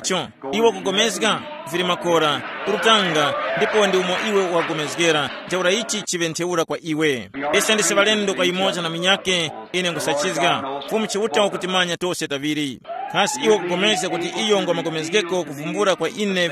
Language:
Tumbuka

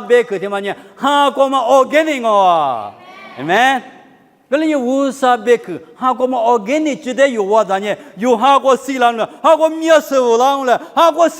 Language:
Lisu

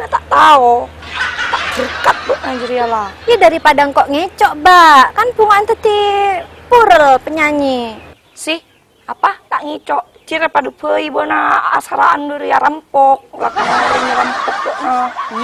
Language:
Madurese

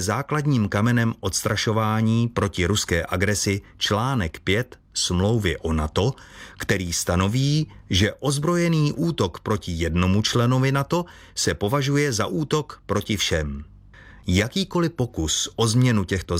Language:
Czech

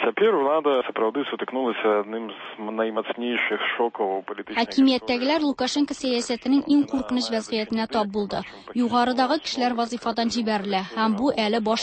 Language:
Tatar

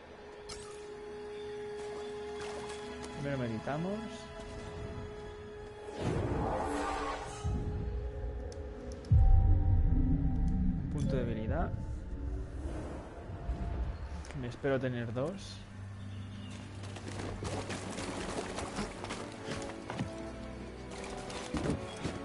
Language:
Spanish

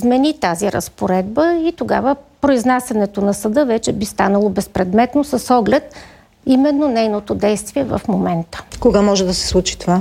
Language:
Bulgarian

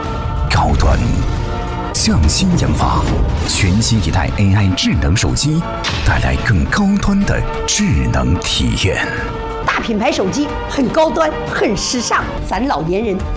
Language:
Chinese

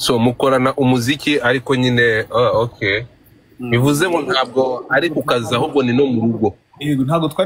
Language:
Kinyarwanda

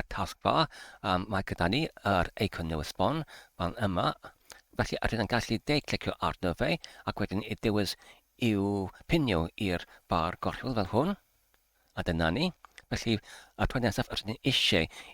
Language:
Welsh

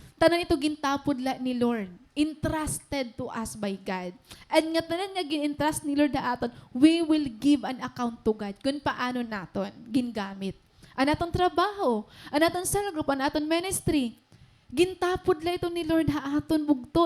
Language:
Waray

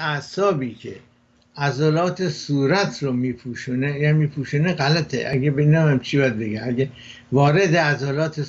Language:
Persian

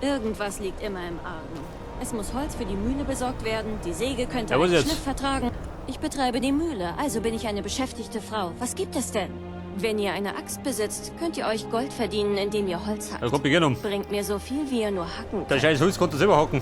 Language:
Bavarian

